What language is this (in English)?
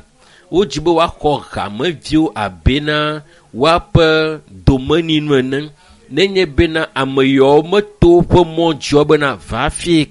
Ewe